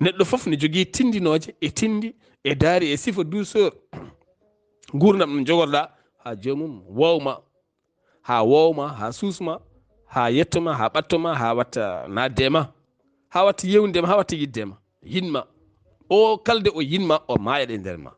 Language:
Fula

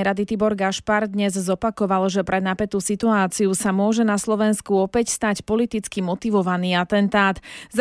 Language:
Slovak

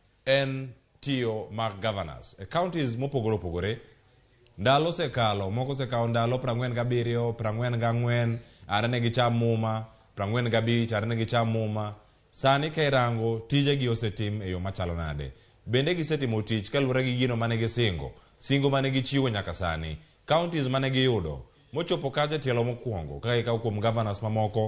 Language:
Luo (Kenya and Tanzania)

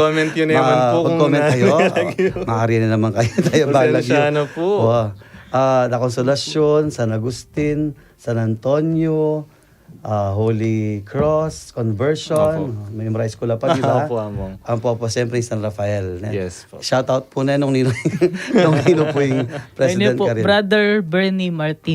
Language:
Pampanga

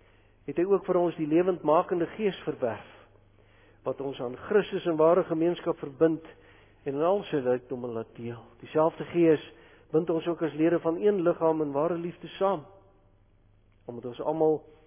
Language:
Afrikaans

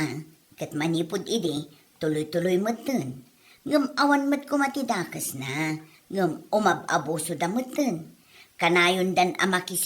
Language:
Iloko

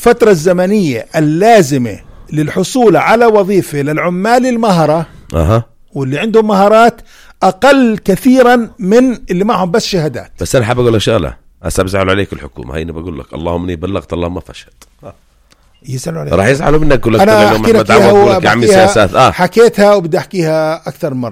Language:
North Levantine Arabic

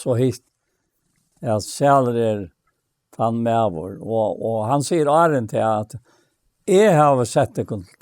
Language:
Faroese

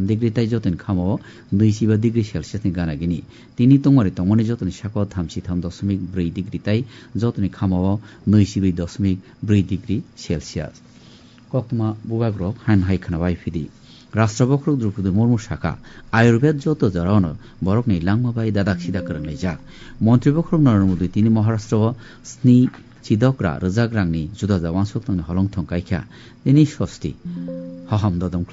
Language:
Kok Borok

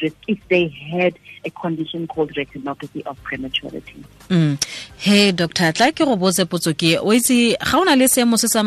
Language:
Tswana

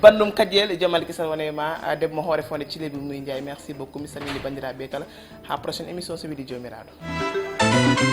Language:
Fula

